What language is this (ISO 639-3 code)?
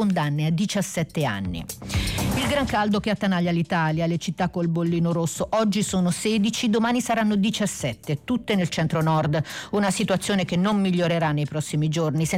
ita